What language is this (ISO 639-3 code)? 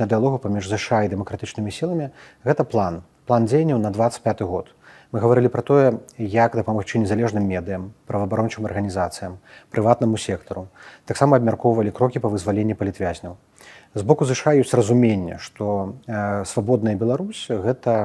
bel